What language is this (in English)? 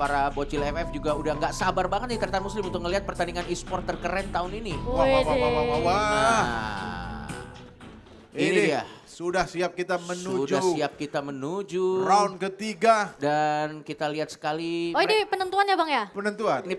Indonesian